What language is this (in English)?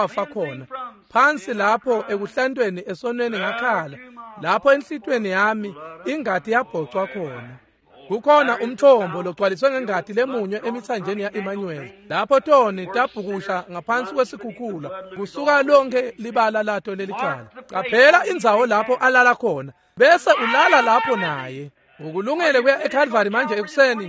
Swati